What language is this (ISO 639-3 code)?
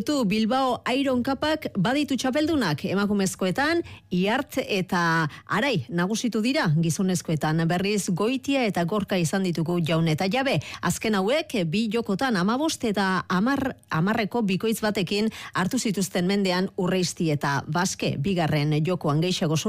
eus